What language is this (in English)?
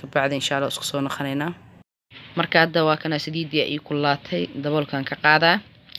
Somali